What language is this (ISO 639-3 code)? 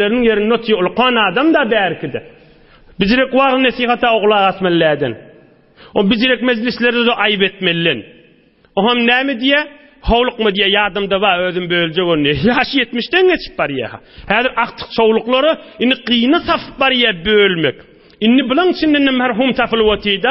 tuk